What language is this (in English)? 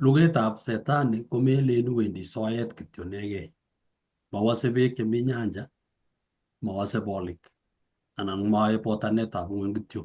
Kalenjin